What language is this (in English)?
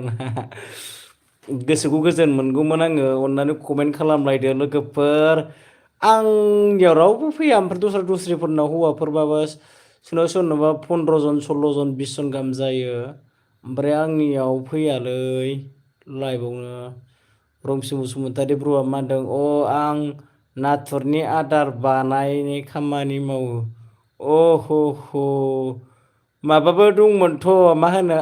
Bodo